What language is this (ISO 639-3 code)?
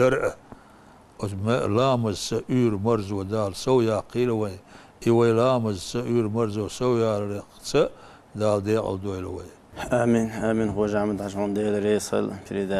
che